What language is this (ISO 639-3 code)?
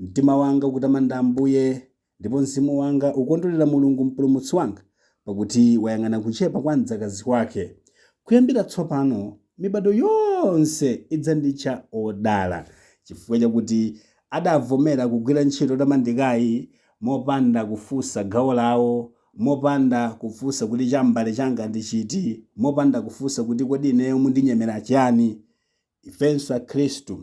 nya